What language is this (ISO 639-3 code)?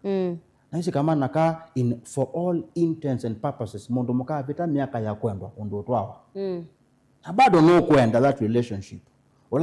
kam